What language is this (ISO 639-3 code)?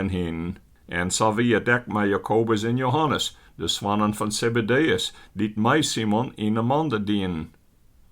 fry